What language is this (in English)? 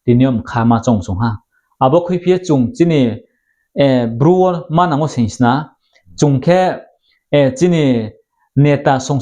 Riang (India)